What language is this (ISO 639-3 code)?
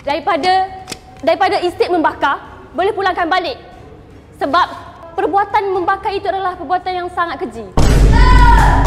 msa